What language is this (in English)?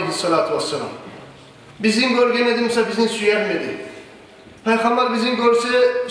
Kumyk